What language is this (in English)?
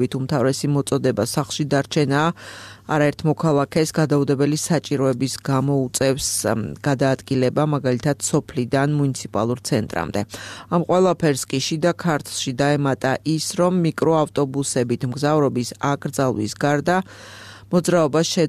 Georgian